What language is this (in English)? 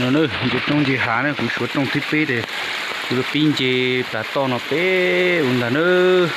Hmong